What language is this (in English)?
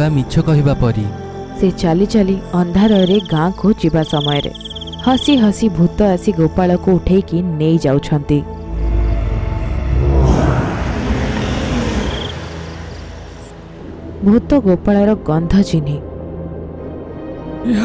Odia